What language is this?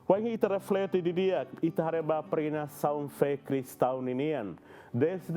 Tetum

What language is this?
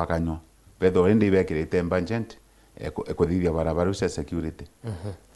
Meru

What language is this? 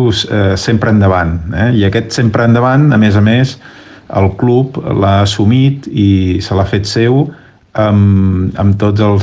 Catalan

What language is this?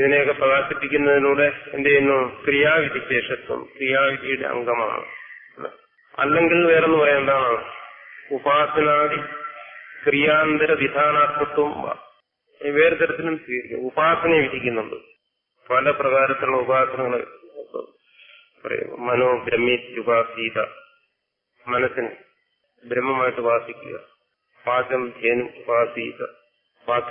Malayalam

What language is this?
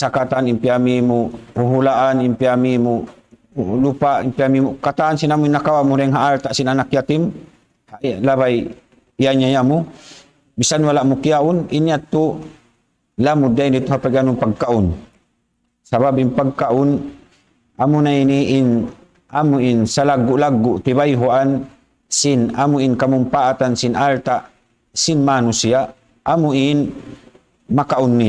Tausug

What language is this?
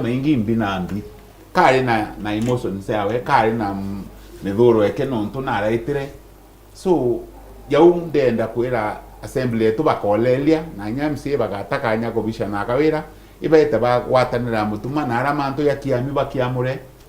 Meru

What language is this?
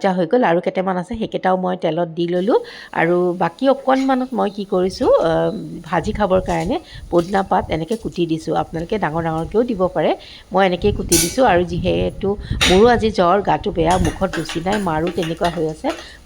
Assamese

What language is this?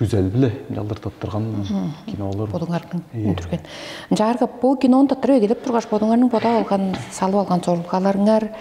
Tuvinian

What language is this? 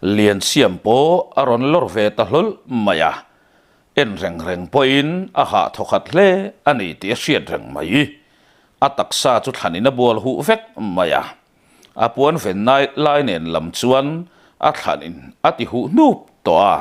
Mizo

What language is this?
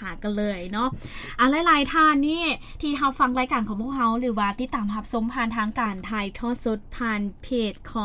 Lao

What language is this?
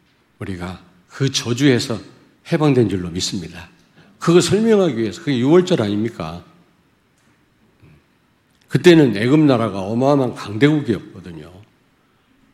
Korean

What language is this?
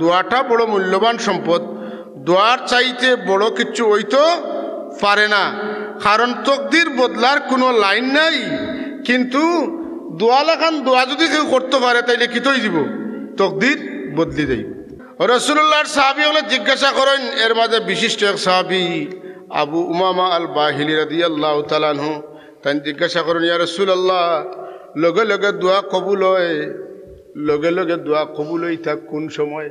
Sylheti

